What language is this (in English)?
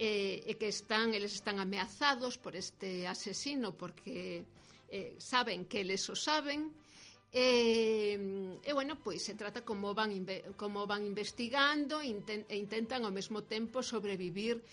Galician